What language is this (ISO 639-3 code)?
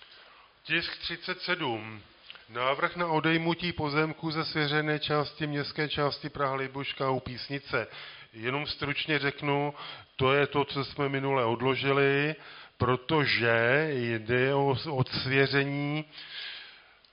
ces